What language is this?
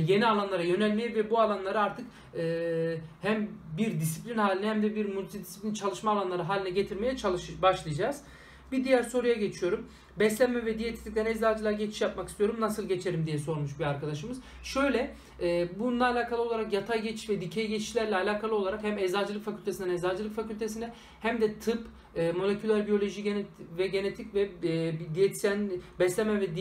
Turkish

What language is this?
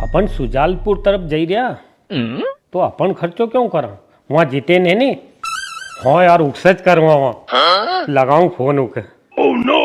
Rajasthani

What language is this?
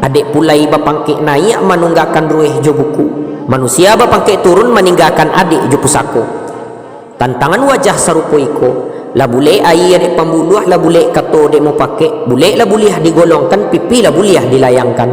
Minangkabau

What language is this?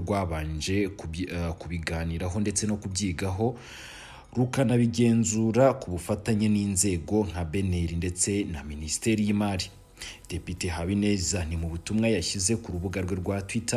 Kinyarwanda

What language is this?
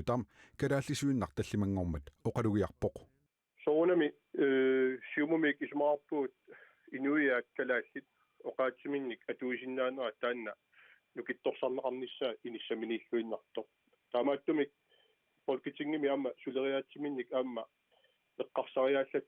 Kalaallisut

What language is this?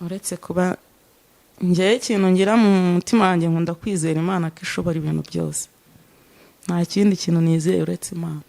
Kinyarwanda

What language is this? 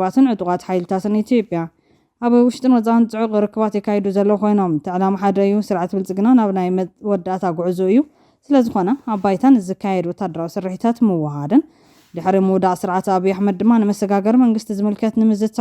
Tigrinya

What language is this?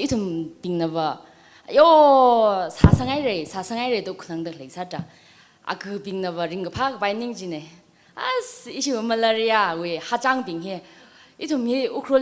Tangkhul Naga (India)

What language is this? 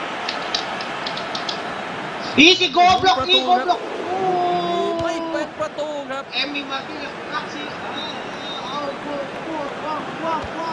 Thai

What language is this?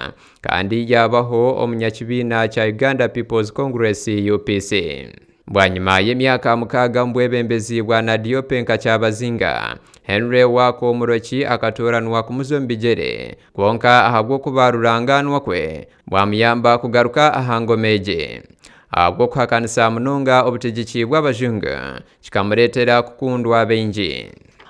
Nyankole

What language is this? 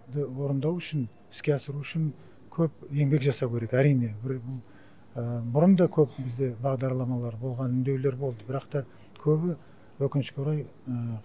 Kazakh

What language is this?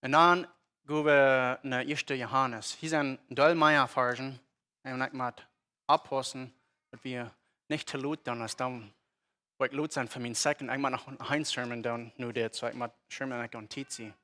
Plautdietsch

